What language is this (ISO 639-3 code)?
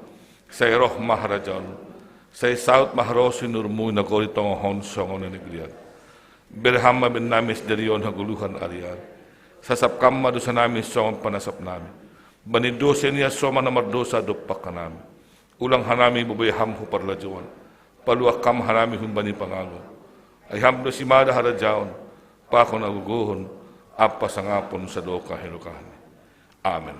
bts